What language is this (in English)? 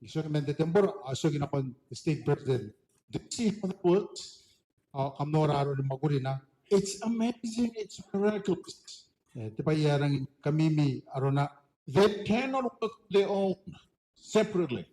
Gilbertese